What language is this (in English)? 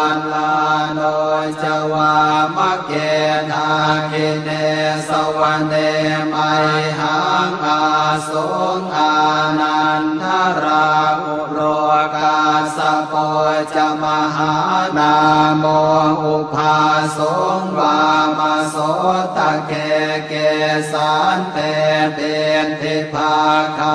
Pali